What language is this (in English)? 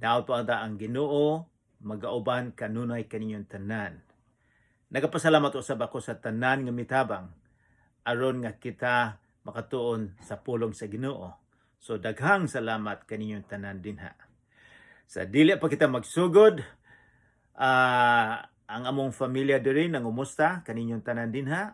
Cebuano